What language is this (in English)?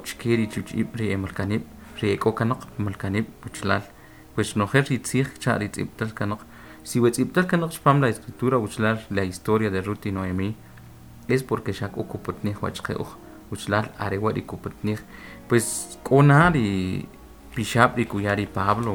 Kʼicheʼ